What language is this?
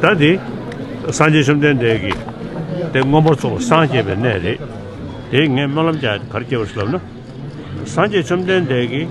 Tibetan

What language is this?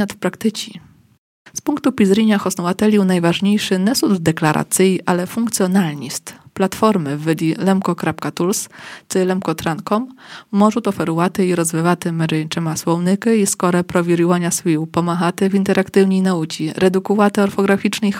Rusyn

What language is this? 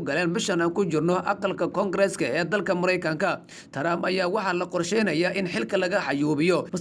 Somali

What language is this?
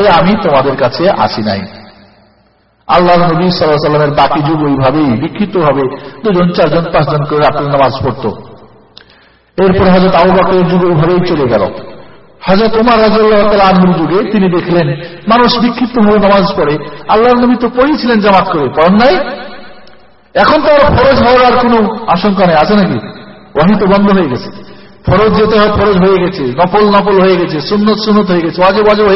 Bangla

